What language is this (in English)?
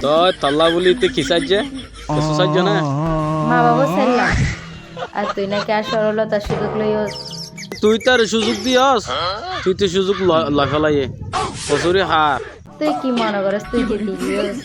Rohingya